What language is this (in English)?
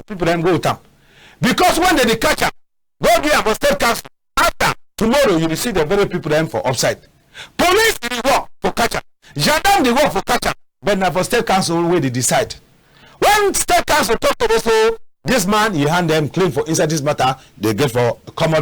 Cameroon Pidgin